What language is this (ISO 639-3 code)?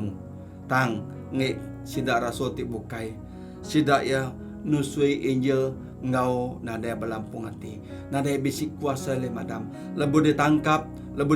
iba